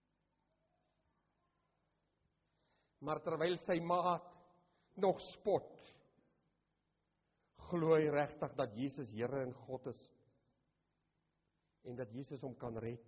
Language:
Afrikaans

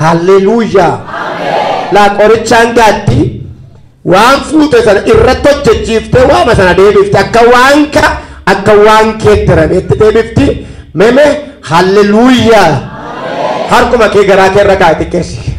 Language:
Oromo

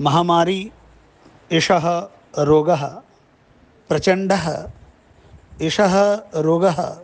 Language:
Sanskrit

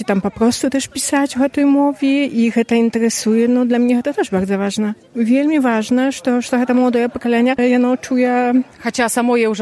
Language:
Belarusian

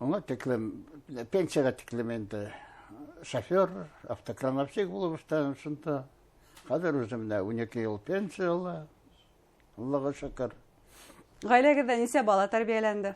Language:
Bashkir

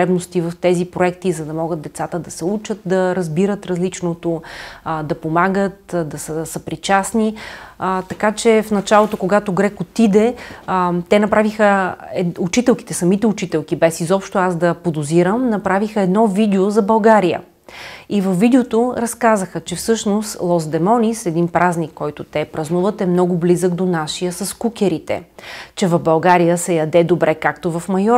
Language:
Bulgarian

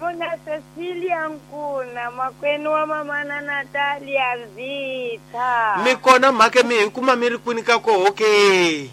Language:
Tsonga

